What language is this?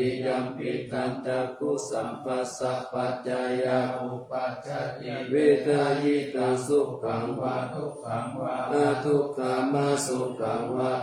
Pali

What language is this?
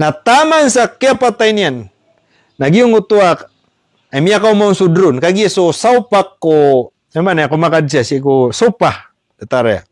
Maranao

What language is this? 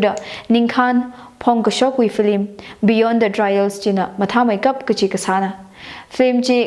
Tangkhul Naga (India)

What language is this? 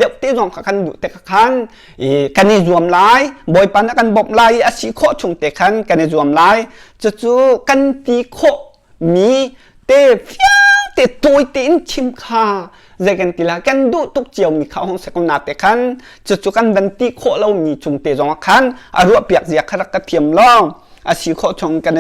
Hakha Chin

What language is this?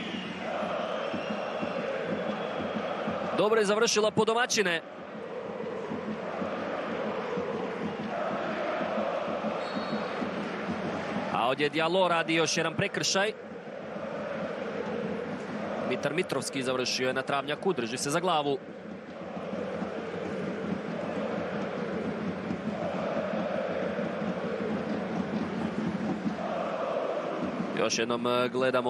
Croatian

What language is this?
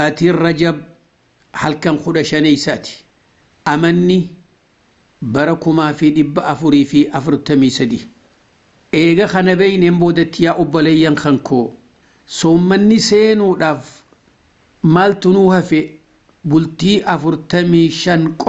Oromo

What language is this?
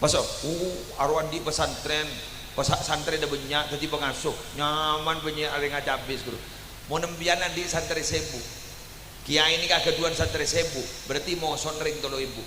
Madurese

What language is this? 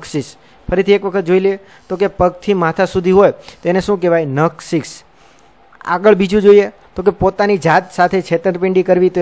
Gujarati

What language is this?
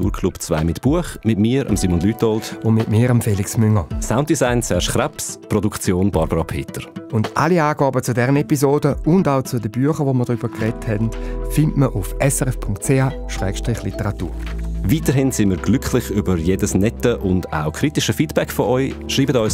Swiss German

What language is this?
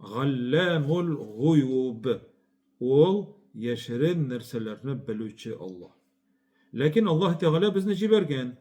Tatar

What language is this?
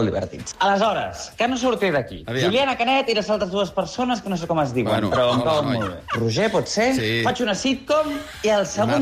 Catalan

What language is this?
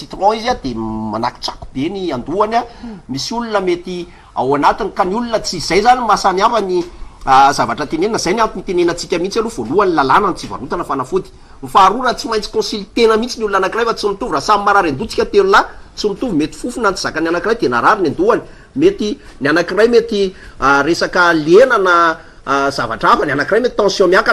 Malagasy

